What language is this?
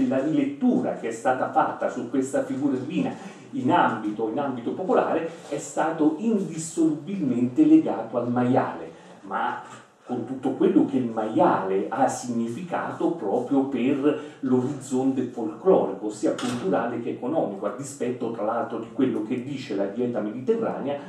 Italian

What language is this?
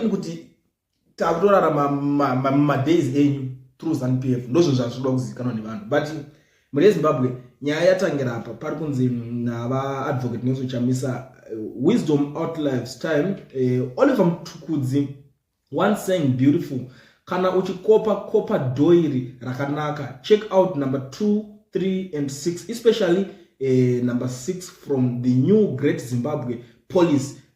Shona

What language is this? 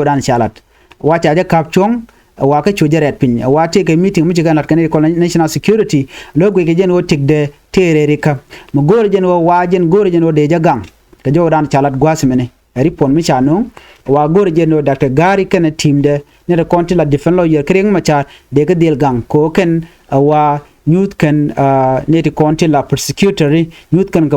Nuer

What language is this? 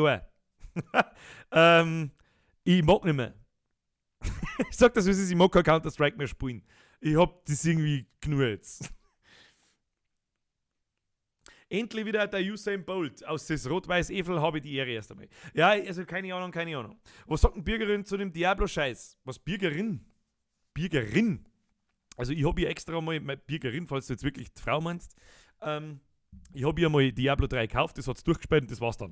Bavarian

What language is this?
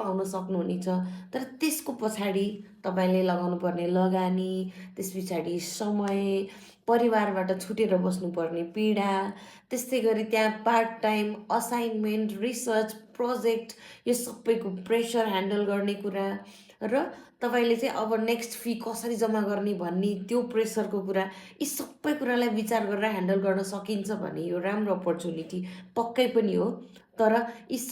Nepali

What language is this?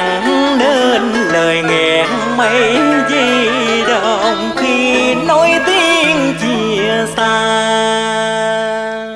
Vietnamese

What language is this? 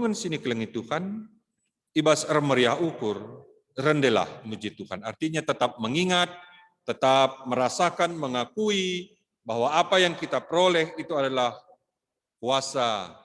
Batak Karo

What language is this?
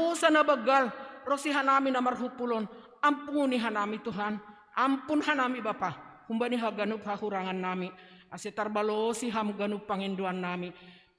Batak Simalungun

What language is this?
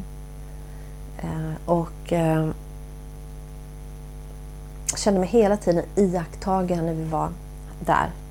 Swedish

